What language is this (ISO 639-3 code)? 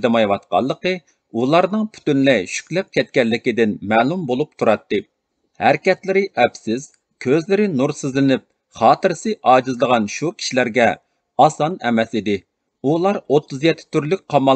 uig